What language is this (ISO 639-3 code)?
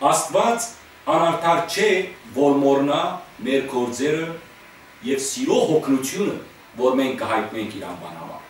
hyw